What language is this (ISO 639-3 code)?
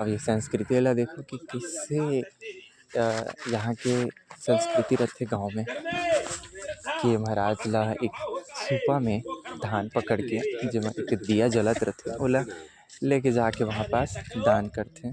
hne